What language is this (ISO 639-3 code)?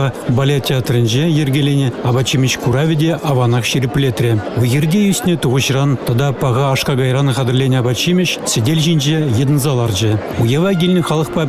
chv